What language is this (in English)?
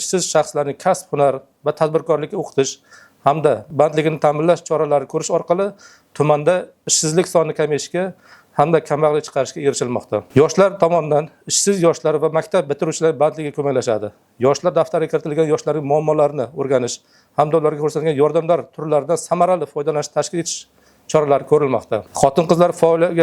Uzbek